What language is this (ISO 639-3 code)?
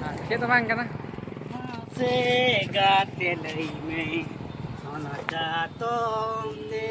sat